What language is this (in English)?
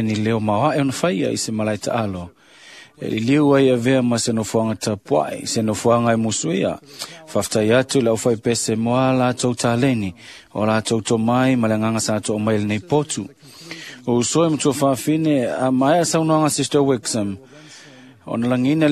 Samoan